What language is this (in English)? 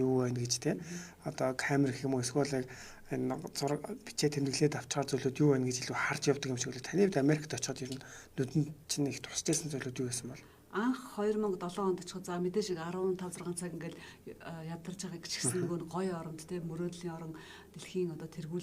Mongolian